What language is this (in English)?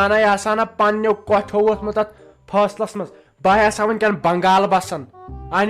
Kashmiri